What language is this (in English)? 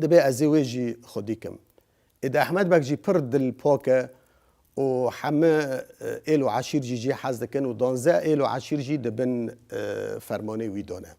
Kurdish